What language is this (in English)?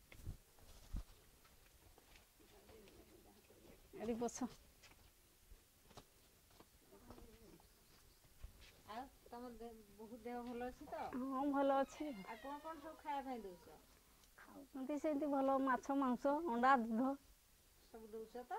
Odia